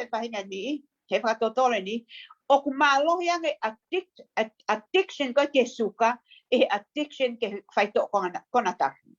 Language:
Tongan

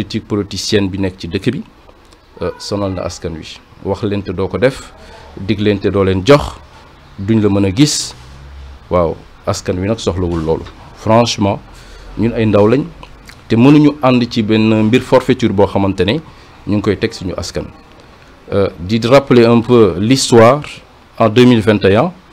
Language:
Wolof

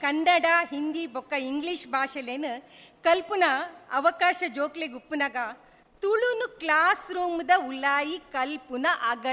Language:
Tulu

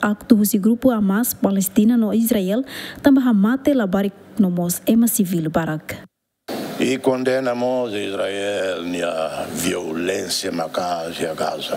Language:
Tetum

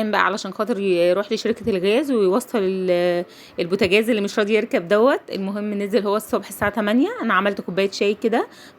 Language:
Egyptian Arabic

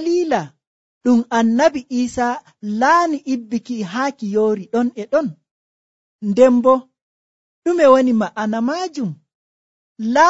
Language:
Nigerian Fulfulde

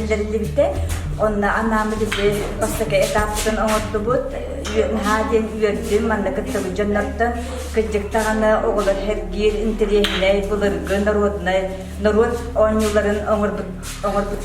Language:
Yakut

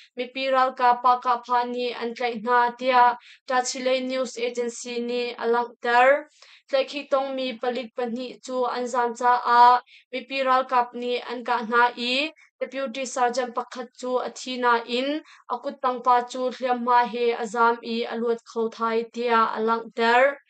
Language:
Hakha Chin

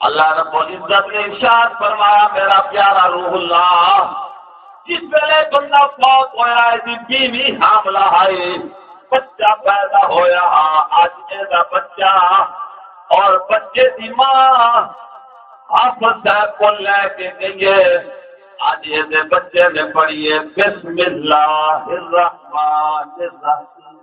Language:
Saraiki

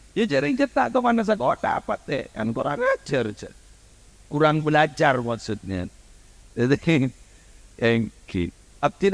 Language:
Madurese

